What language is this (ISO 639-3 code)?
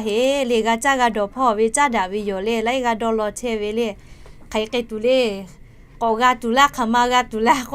lhu